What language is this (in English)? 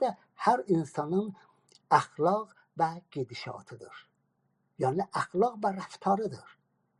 South Azerbaijani